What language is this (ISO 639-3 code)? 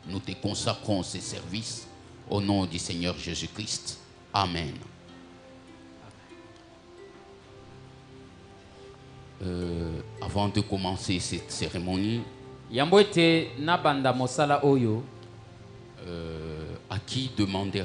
fra